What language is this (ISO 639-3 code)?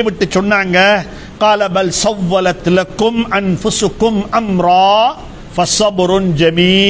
tam